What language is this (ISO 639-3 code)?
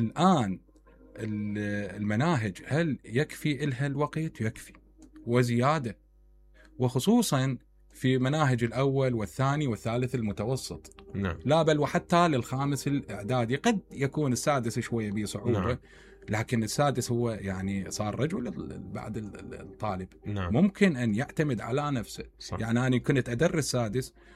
acm